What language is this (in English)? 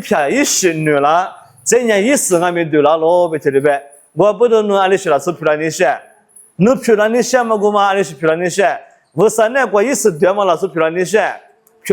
Lisu